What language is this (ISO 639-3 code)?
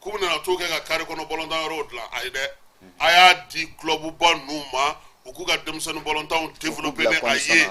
bam